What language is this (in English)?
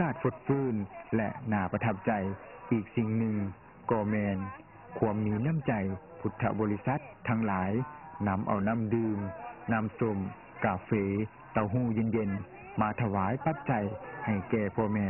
Lao